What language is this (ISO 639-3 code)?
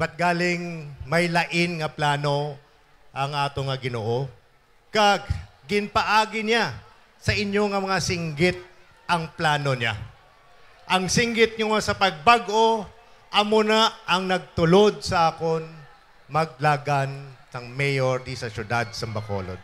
hil